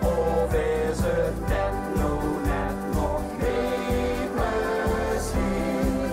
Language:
Limburgish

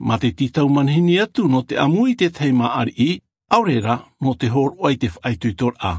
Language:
Tahitian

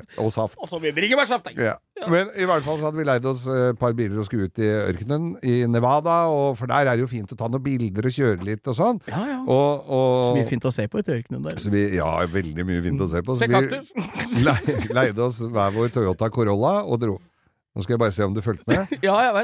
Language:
Norwegian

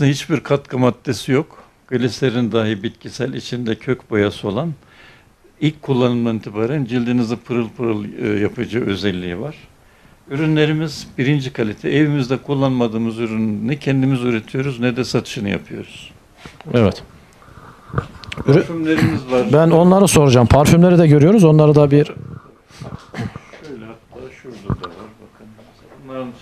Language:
Turkish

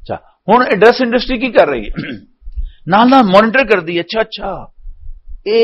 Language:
Western Panjabi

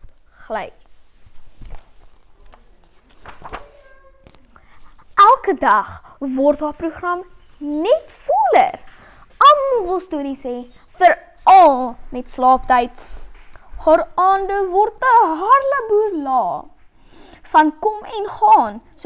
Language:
Afrikaans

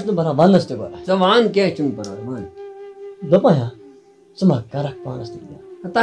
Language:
Kashmiri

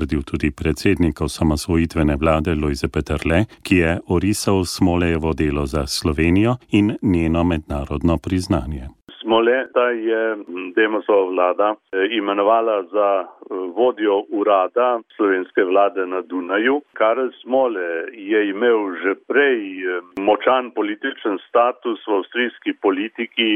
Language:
Slovenian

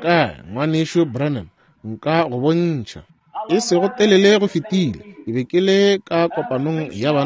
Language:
Northern Sotho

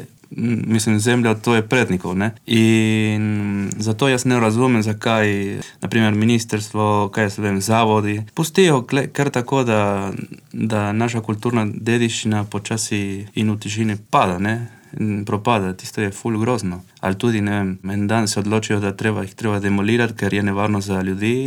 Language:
Slovenian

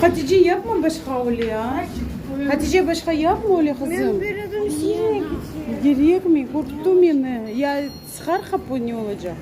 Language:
Crimean Tatar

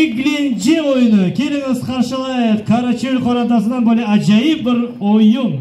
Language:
Crimean Tatar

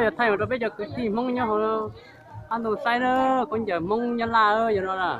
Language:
Hmong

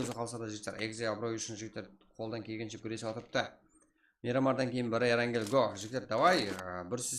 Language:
Kara-Kalpak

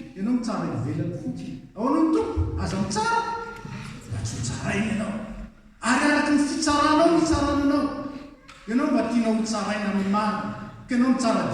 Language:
Malagasy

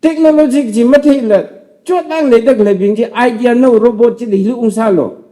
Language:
Tangkhul Naga (India)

